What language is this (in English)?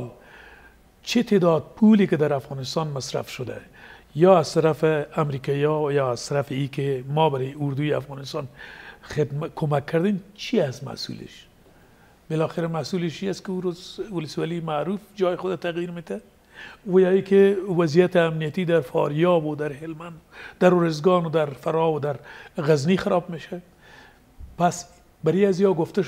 Persian